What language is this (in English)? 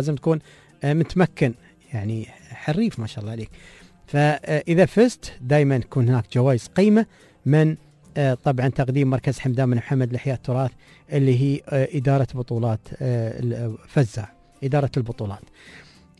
Gulf Arabic